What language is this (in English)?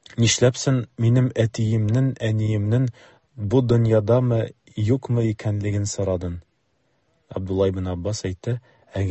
Tatar